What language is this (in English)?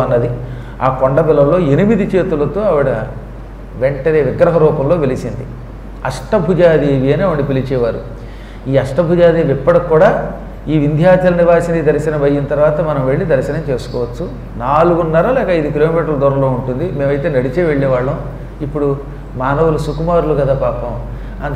Telugu